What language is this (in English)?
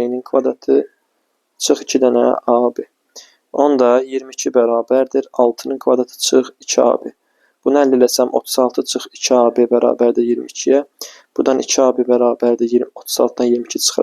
Azerbaijani